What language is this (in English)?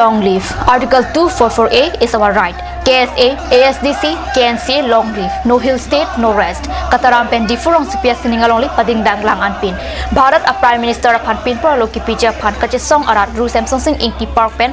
Karbi